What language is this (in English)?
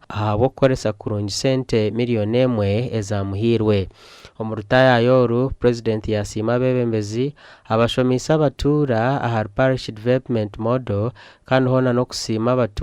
Nyankole